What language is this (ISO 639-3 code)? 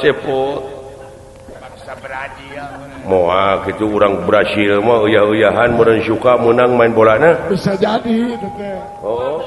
sun